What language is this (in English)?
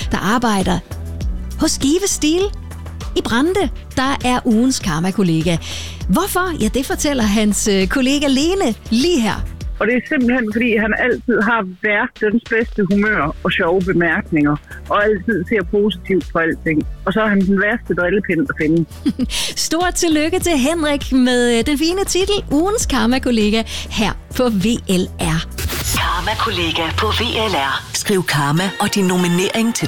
Danish